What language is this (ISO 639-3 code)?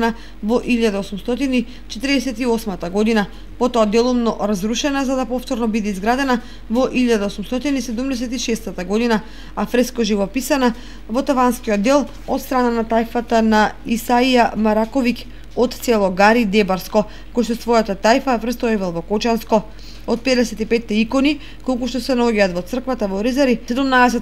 mkd